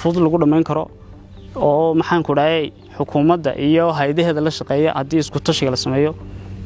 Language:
Somali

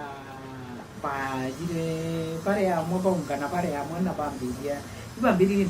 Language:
Meru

